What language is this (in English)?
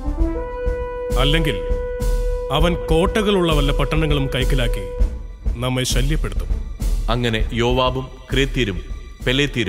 Malayalam